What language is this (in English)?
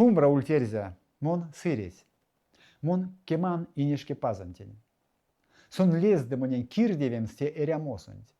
Erzya